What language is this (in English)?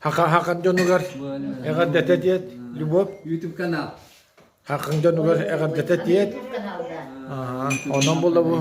Yakut